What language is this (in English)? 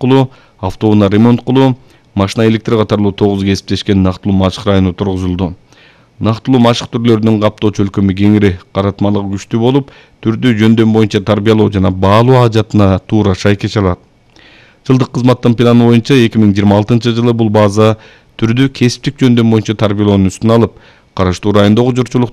Kyrgyz